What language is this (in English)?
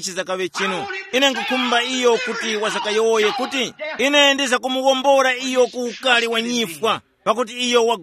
Tumbuka